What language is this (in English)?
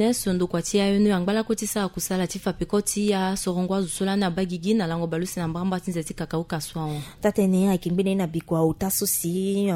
Sango